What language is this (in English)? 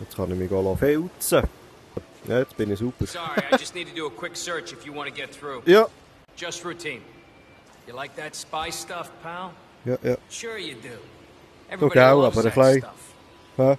Swiss German